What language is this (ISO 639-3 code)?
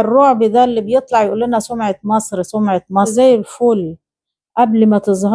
arz